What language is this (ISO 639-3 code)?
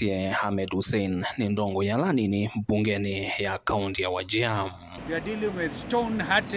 kam